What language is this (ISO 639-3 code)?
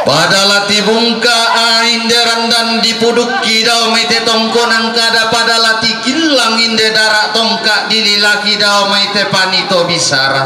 sda